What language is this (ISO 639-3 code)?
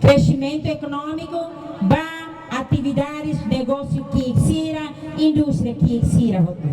tet